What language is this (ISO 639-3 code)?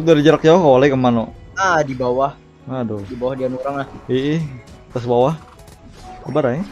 bjn